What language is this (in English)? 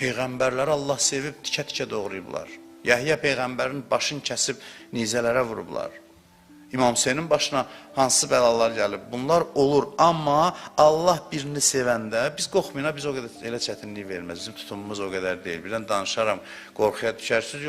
Azerbaijani